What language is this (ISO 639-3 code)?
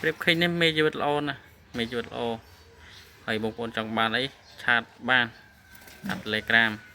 khm